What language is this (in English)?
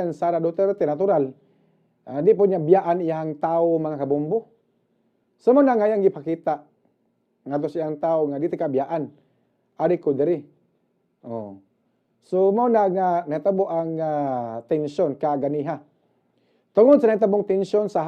Cebuano